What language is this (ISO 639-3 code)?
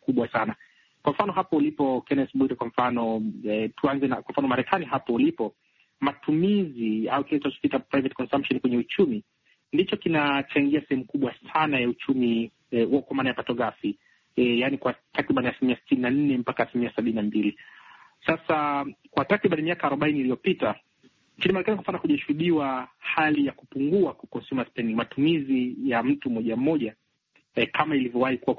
swa